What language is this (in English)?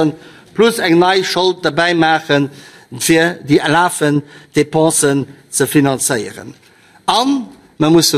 Luxembourgish